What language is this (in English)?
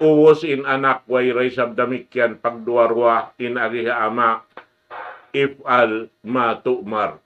Tausug